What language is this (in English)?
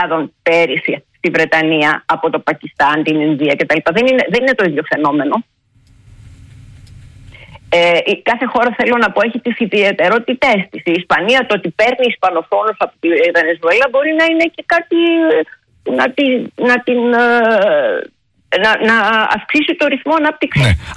Greek